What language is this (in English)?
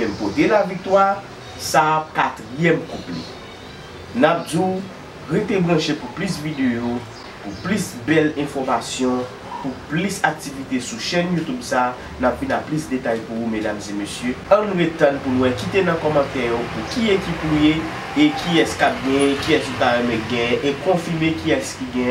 Haitian Creole